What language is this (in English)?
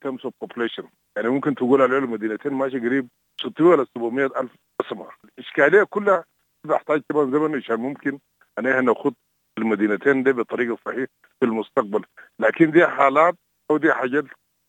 Sudanese Arabic